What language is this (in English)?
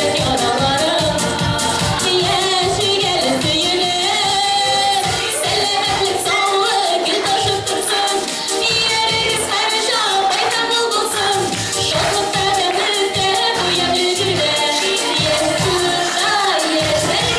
Tatar